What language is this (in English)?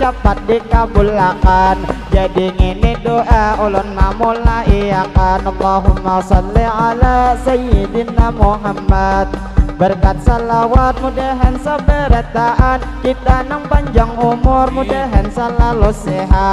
Banjar